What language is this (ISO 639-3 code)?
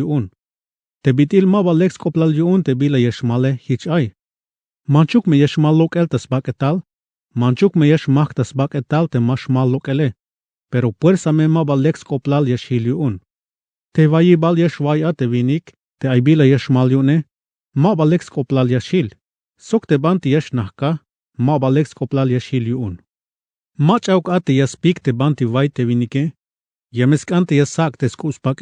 tzh